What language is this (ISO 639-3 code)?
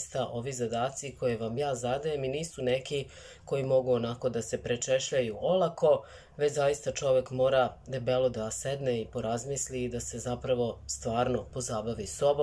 srp